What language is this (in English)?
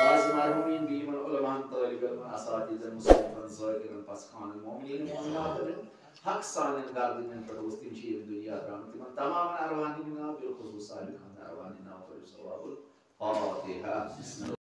Kashmiri